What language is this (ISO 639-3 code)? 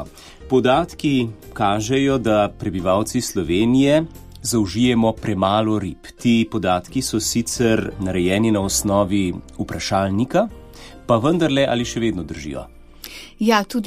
slv